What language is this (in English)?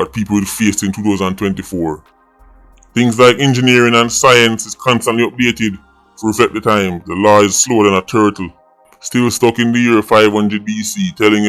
Jamaican Creole English